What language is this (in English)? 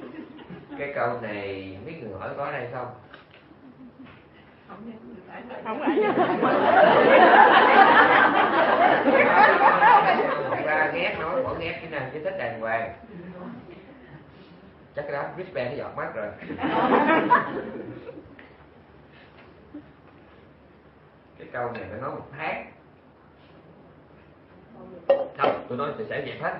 Vietnamese